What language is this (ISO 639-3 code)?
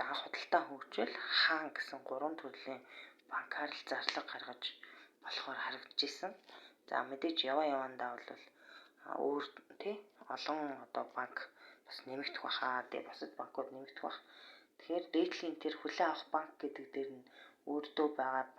mon